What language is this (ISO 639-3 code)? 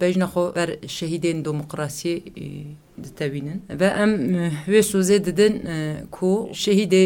kur